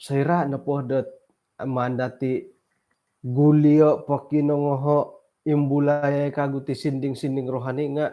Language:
Central Dusun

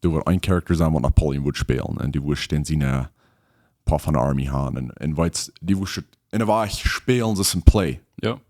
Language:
Plautdietsch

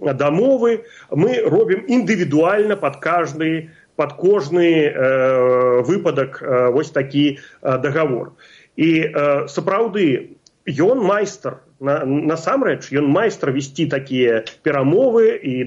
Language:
Belarusian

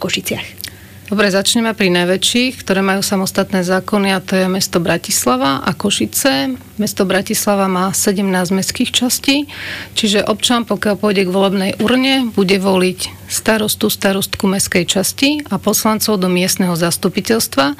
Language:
Slovak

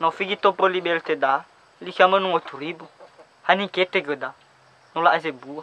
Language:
Nias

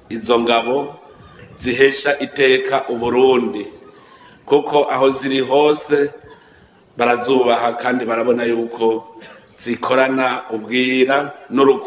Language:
Rundi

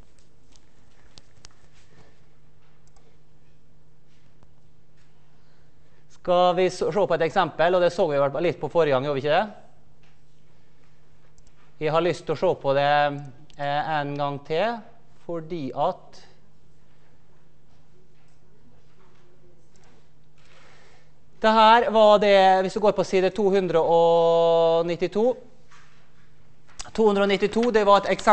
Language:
Norwegian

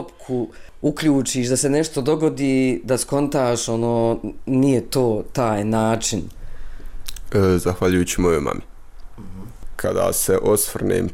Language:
Bosnian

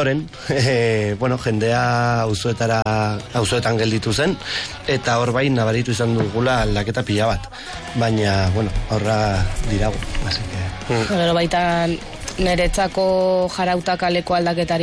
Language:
Basque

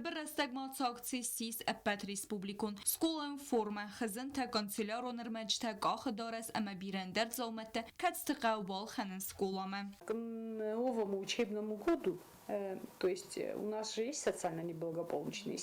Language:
Ossetic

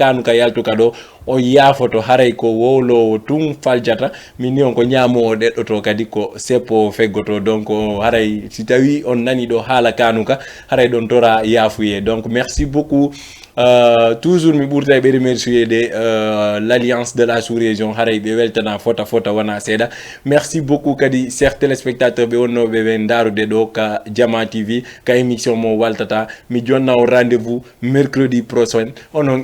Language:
Fula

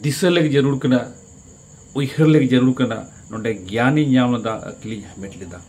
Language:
Santali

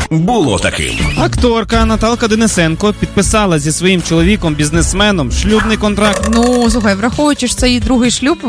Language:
Ukrainian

